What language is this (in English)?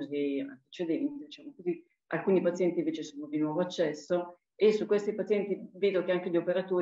Italian